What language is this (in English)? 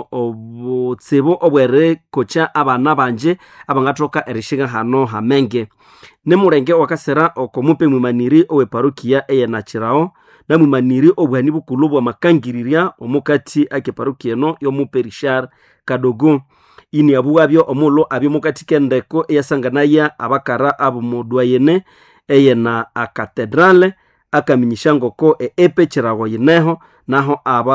Nande